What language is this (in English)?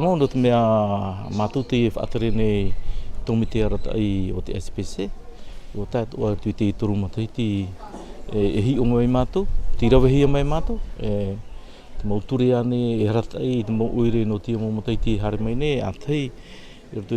Tahitian